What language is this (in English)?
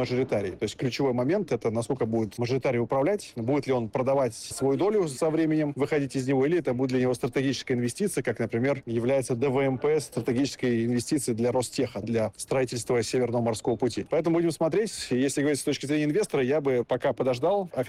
Russian